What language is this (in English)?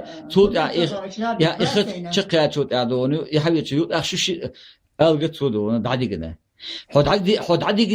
Chechen